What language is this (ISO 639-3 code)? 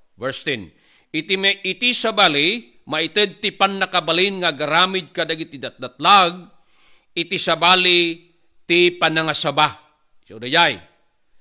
ilo